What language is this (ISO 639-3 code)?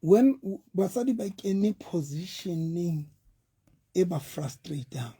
sot